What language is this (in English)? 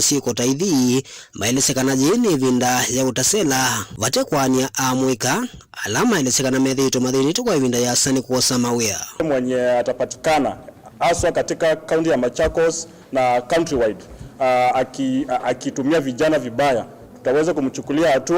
Kamba